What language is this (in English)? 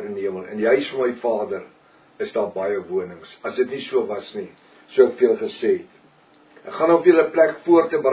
Afrikaans